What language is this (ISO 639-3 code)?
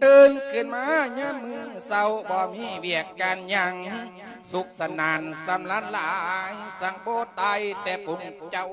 lao